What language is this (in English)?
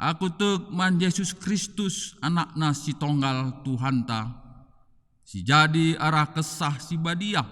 Batak Karo